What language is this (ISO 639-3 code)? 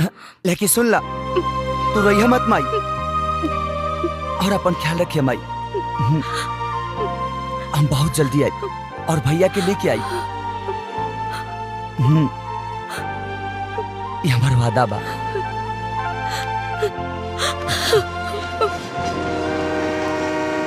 bho